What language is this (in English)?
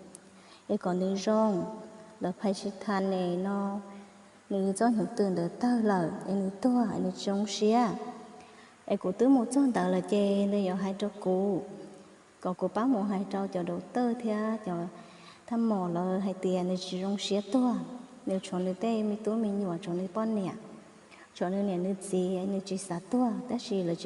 Hmong